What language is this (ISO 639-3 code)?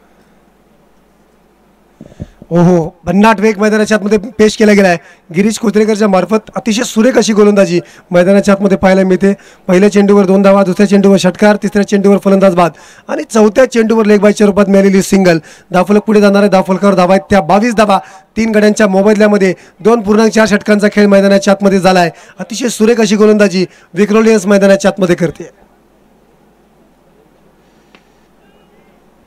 mar